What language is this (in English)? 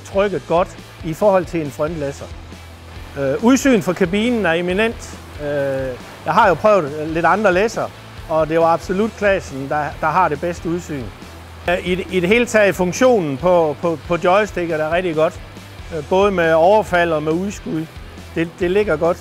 Danish